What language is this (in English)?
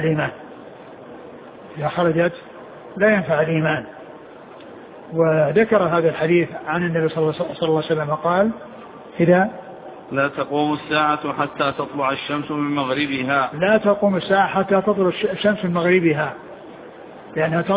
Arabic